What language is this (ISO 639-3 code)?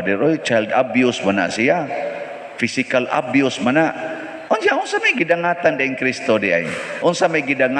ceb